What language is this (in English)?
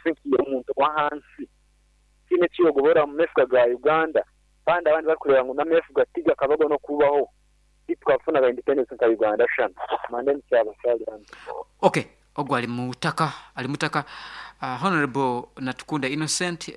Nyankole